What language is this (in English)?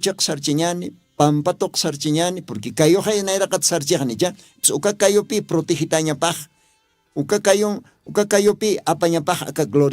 Aymara